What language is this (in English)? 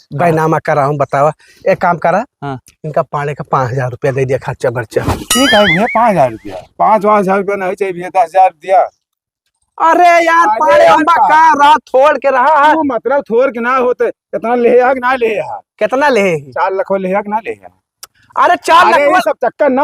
Awadhi